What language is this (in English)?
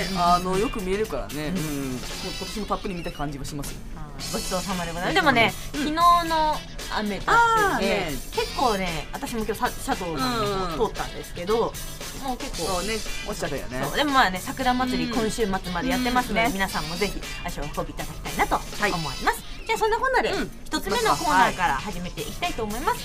Japanese